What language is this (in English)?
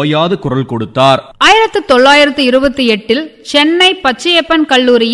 Tamil